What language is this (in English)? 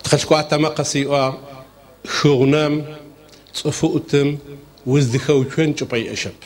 Adyghe